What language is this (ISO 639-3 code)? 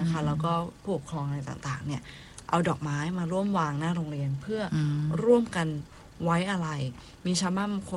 tha